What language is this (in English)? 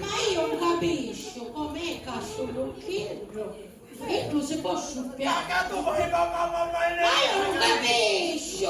Sicilian